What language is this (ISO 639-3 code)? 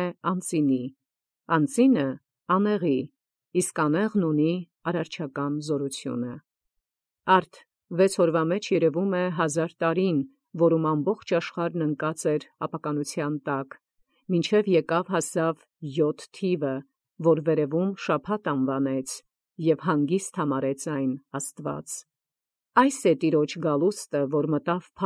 hye